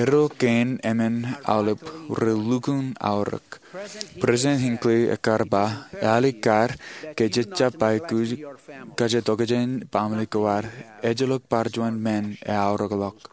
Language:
Marshallese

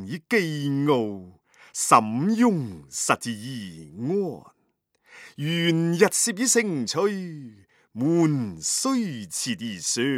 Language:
Cantonese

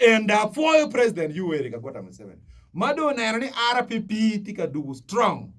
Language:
Acoli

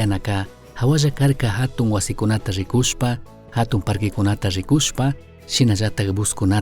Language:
Chimborazo Highland Quichua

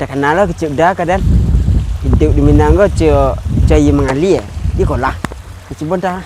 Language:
Minangkabau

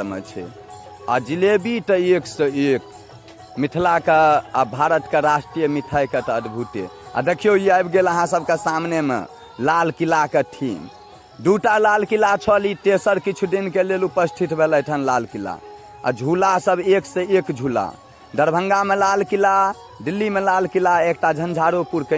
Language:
Maithili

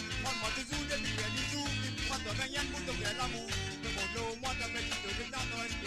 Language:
Morisyen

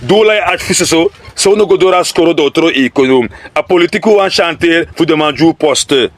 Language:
Sranan Tongo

